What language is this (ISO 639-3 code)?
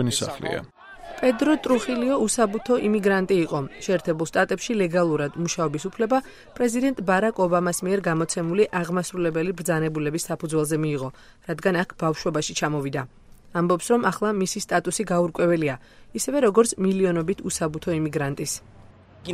kat